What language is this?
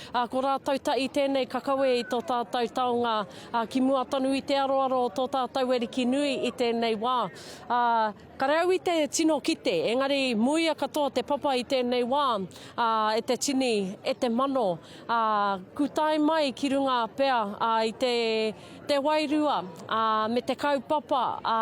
Māori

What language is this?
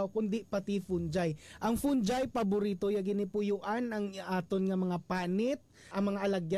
Hiligaynon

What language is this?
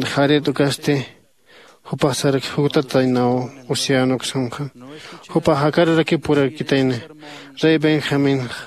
Aymara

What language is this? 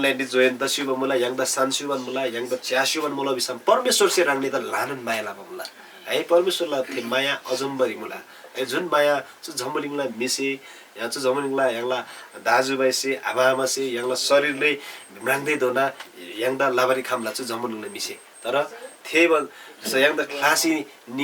Eastern Tamang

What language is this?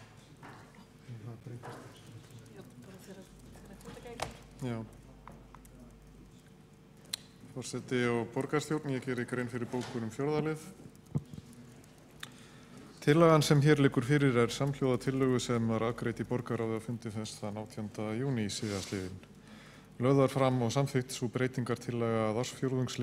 Icelandic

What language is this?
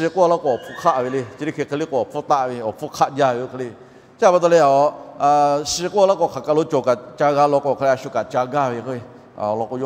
Lahu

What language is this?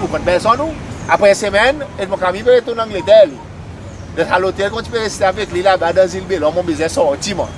Seselwa Creole French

